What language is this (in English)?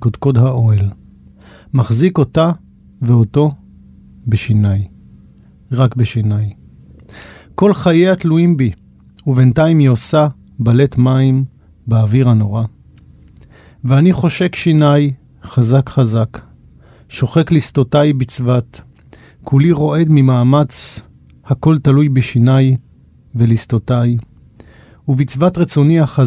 Hebrew